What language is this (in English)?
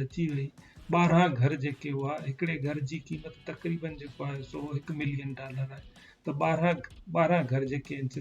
Sindhi